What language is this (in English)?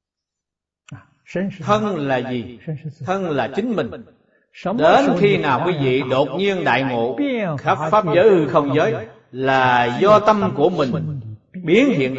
Vietnamese